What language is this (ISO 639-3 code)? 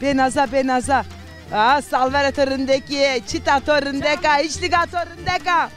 zza